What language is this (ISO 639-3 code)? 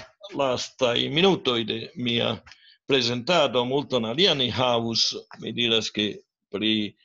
epo